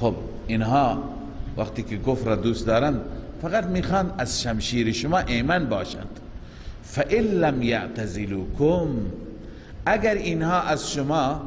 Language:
Persian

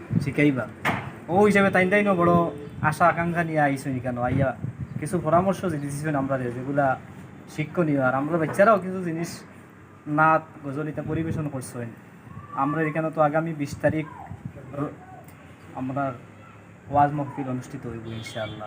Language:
Sylheti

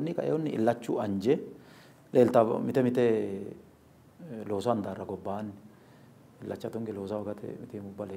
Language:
Sidamo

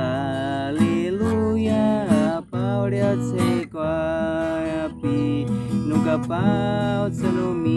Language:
Baniwa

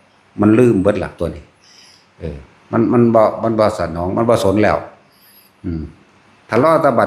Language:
Northeastern Thai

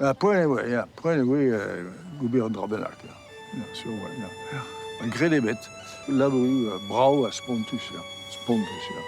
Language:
Breton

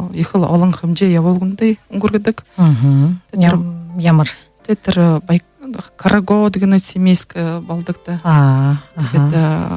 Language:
Buriat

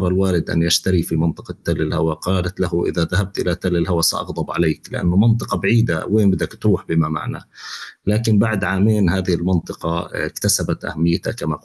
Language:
North Levantine Arabic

